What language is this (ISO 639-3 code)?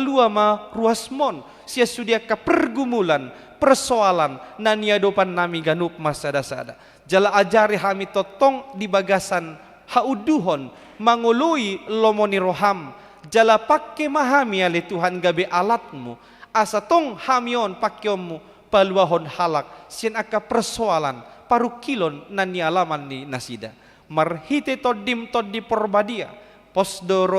bbc